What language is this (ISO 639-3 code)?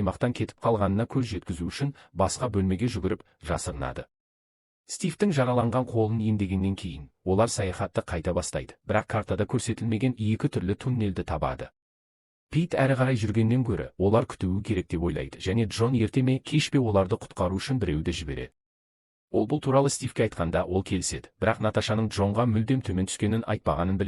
kaz